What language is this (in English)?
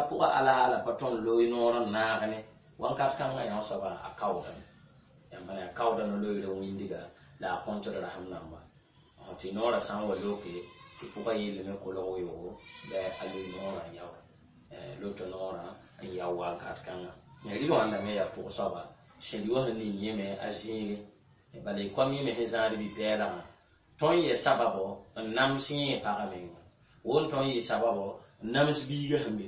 Mossi